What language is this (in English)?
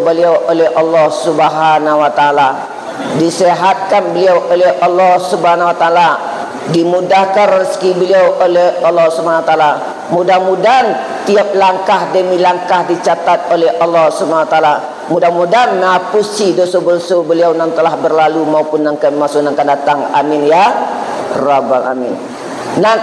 Minangkabau